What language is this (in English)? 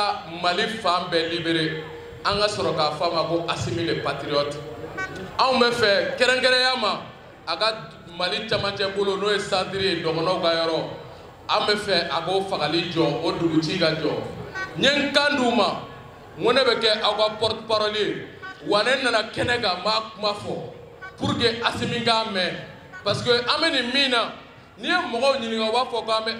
Bambara